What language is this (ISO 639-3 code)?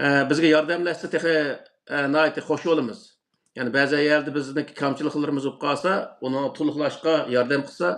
uig